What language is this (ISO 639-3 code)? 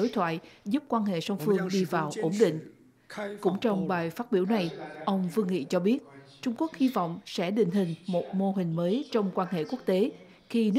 vie